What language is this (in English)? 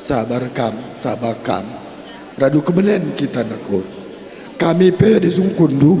Batak Karo